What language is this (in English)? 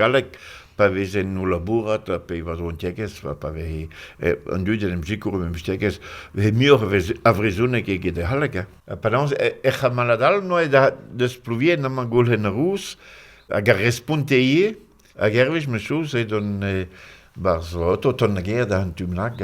Breton